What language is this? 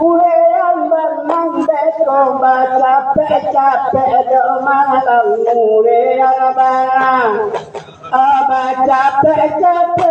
Minangkabau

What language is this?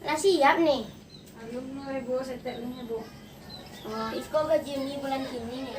Minangkabau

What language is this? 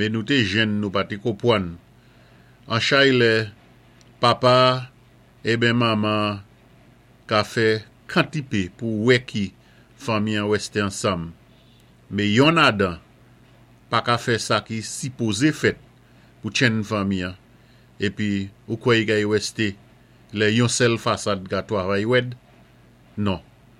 Saint Lucian Creole French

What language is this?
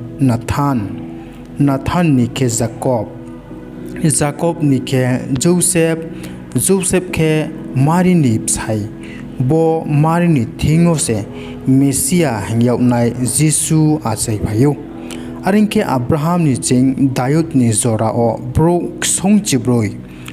Riang (India)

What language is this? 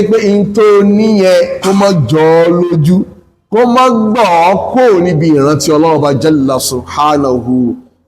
Yoruba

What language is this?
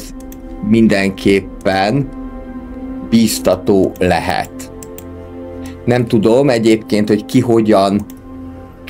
Hungarian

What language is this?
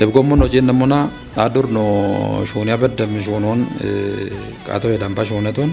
Kafa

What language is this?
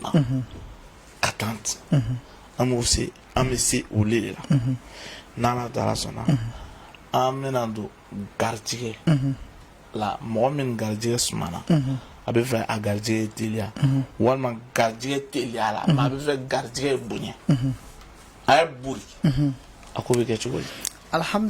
Bambara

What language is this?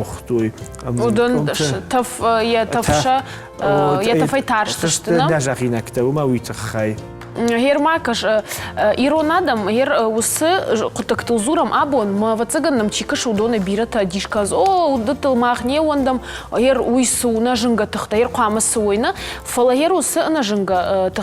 Ossetic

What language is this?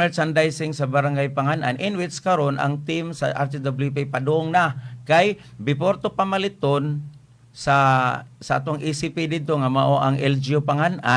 Cebuano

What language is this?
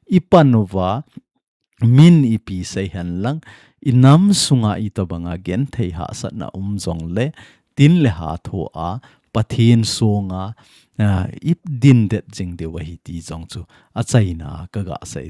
Thado Chin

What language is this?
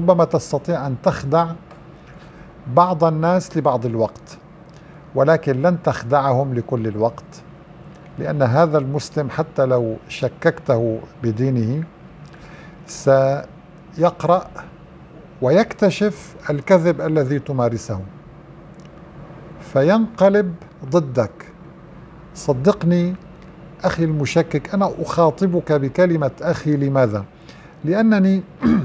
Arabic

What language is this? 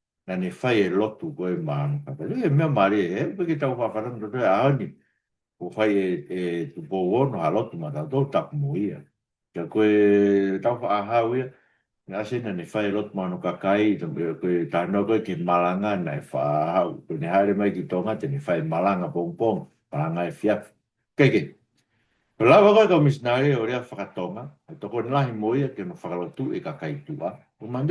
Tongan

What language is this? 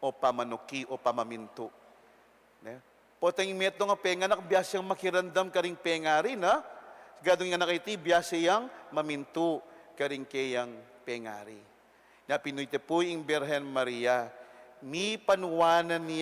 Pampanga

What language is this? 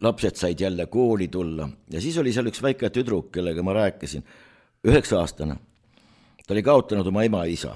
Estonian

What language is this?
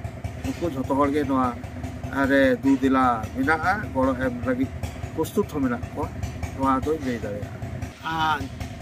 Santali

